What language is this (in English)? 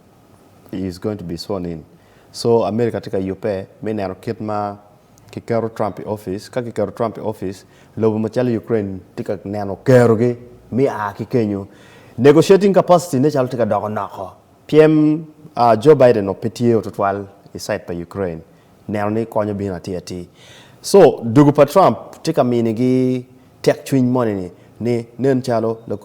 Acoli